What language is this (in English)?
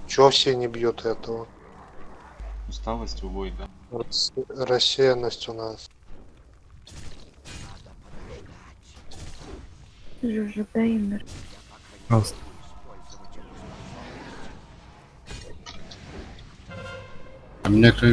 Russian